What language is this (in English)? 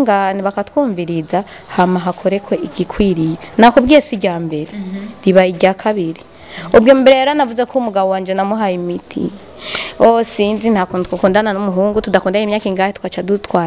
Rundi